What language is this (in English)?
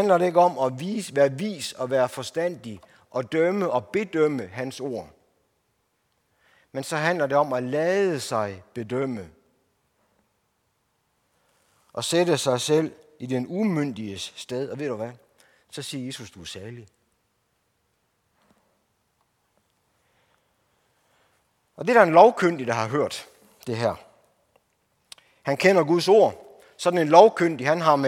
Danish